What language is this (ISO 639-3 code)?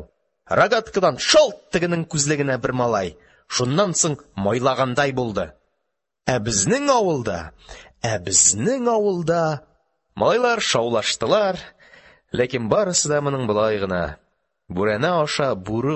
tat